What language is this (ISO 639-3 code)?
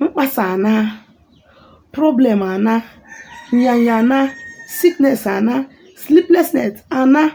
ibo